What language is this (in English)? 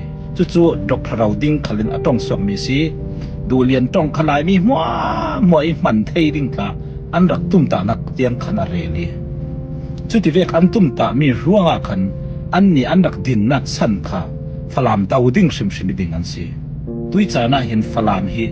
Falam Chin